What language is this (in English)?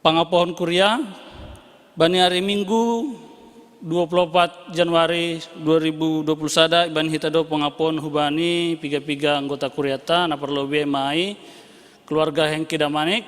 Batak Simalungun